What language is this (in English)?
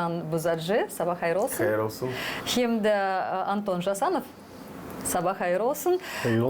Gagauz